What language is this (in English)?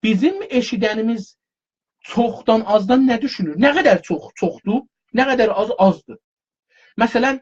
South Azerbaijani